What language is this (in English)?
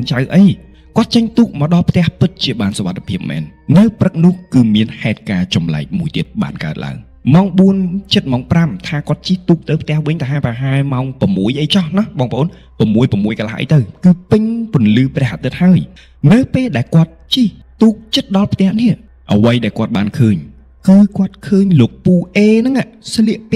Khmer